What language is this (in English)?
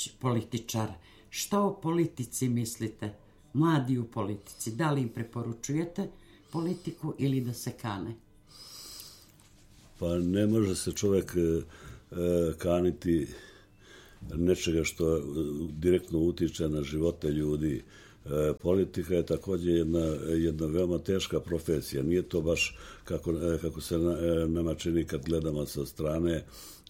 Serbian